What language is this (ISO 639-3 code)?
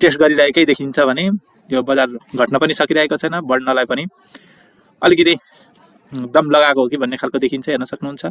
nep